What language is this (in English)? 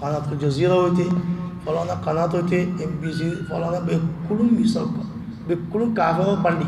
Rohingya